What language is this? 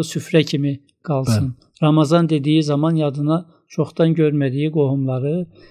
Azerbaijani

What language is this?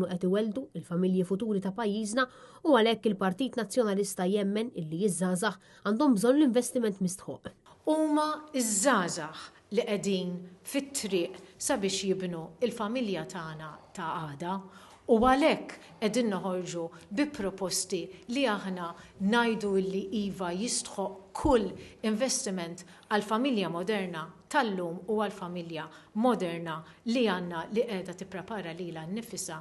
Maltese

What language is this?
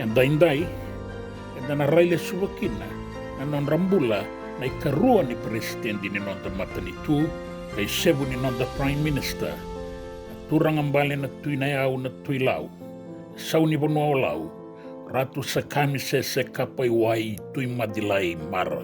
Fijian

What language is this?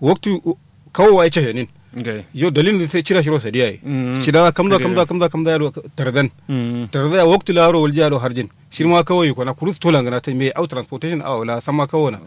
Kanuri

